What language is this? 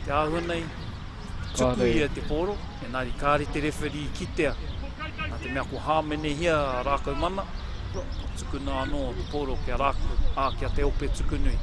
Māori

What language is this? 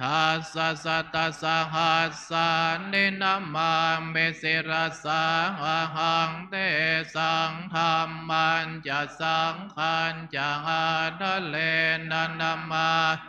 Pali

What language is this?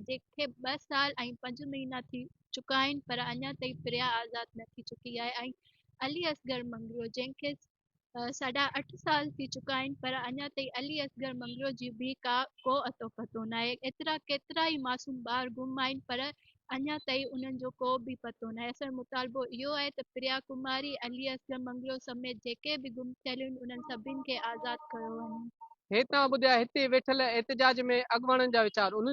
Sindhi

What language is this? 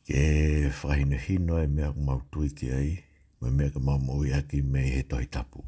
Tongan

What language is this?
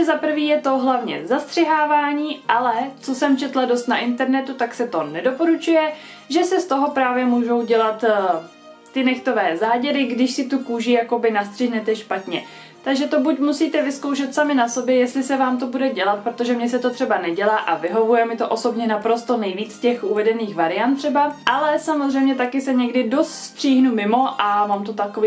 Czech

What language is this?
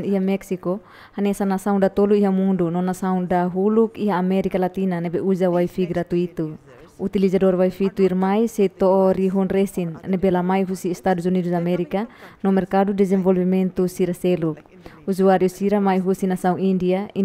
Tetum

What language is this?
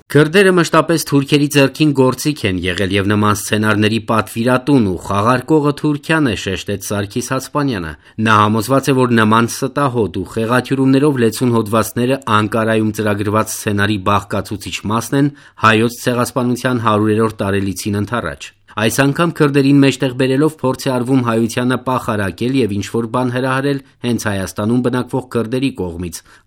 Armenian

